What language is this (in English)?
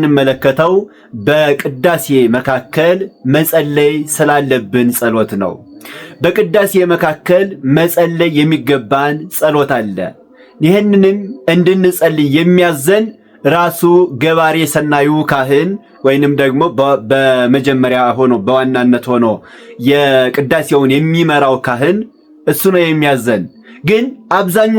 Amharic